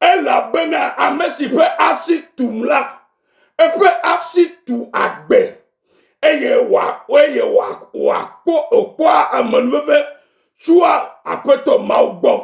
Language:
Ewe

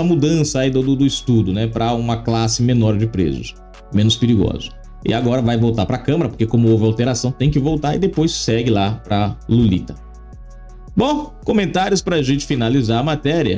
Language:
Portuguese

